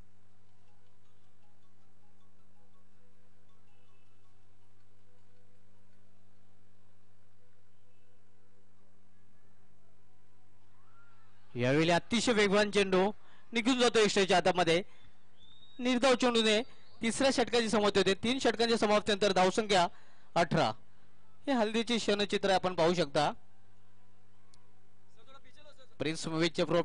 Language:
Marathi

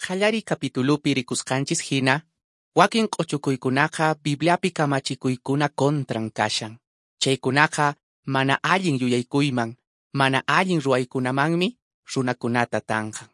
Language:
Quechua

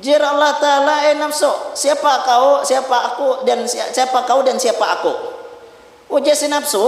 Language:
Banjar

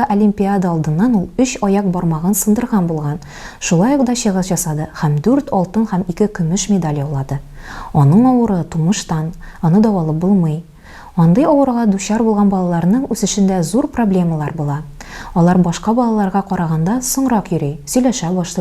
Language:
Tatar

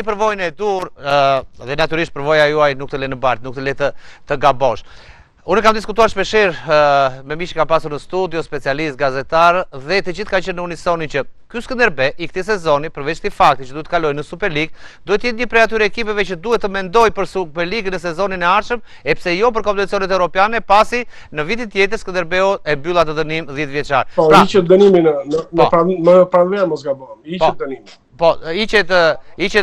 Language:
Albanian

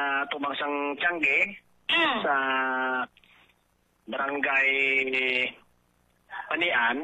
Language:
Hiligaynon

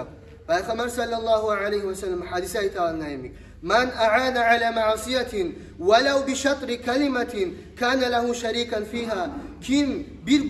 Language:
Kumyk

